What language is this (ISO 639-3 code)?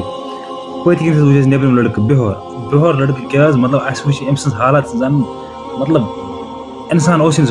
kas